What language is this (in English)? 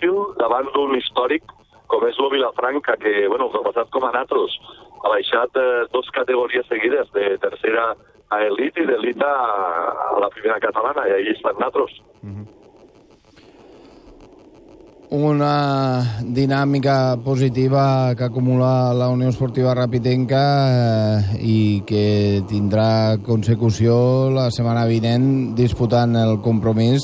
Catalan